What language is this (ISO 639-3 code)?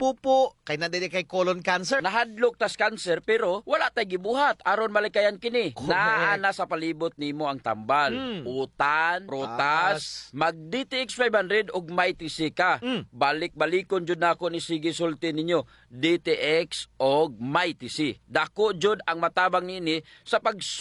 ceb